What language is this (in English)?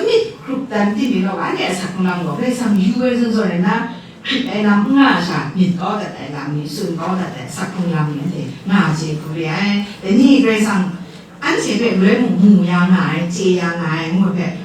Kachin